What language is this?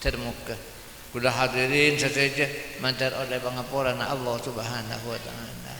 Madurese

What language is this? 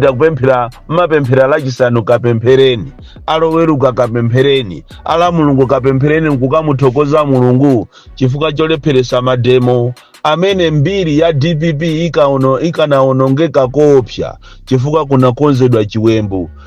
Nyanja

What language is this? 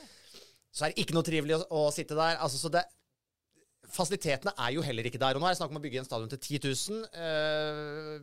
Norwegian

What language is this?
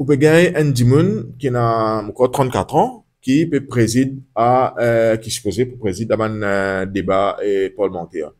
Morisyen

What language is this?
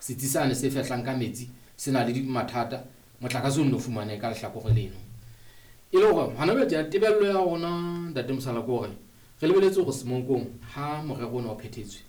Southern Sotho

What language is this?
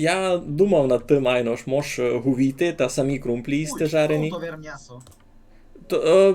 Rusyn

